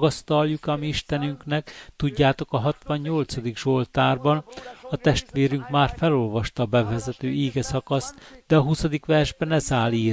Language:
Hungarian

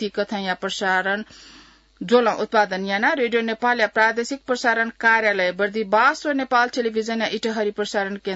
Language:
Newari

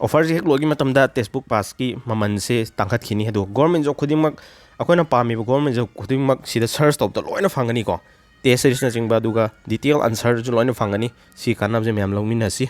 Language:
Manipuri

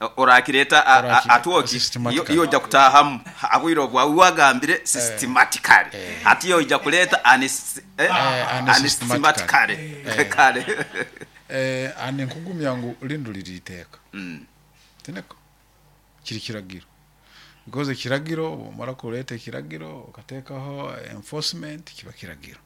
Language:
Nyoro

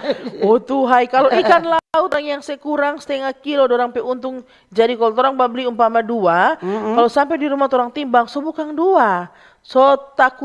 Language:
Manado Malay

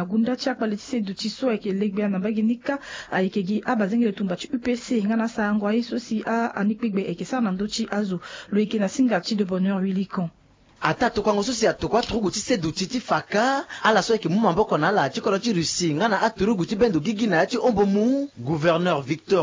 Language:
Sango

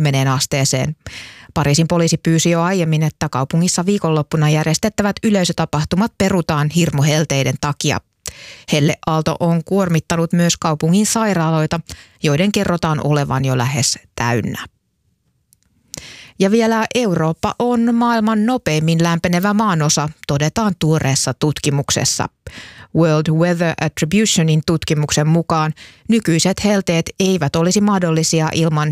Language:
Finnish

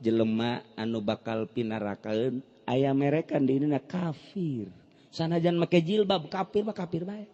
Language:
Sundanese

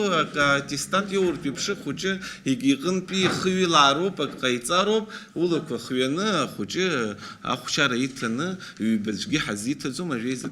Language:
Abkhazian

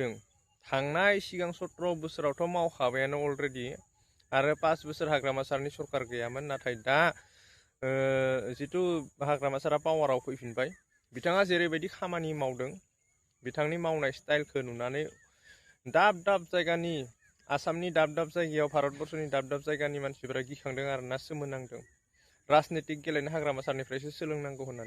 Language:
Bodo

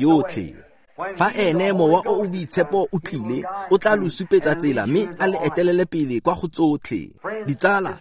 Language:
Tswana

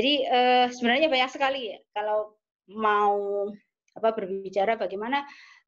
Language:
Indonesian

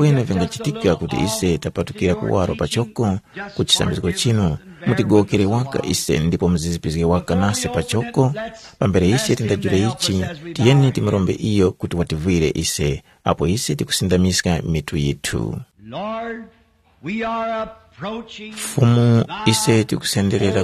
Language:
Tumbuka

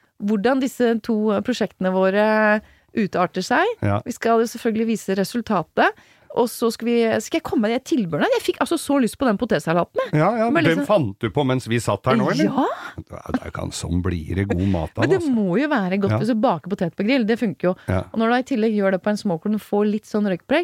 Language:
Norwegian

